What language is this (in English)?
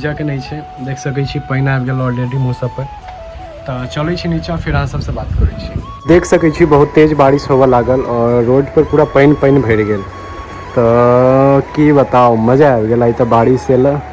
Maithili